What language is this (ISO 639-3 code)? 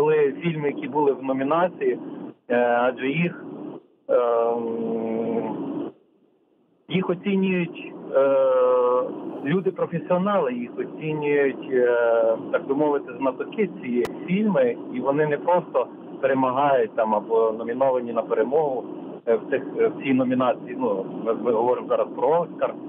ukr